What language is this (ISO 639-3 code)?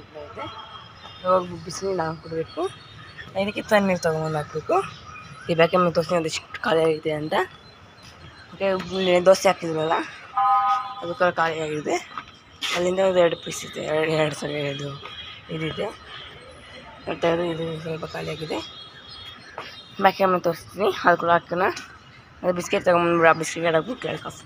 kan